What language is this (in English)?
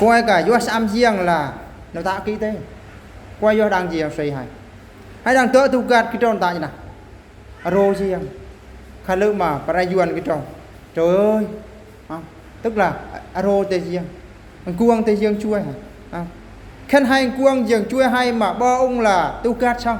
Eastern Bru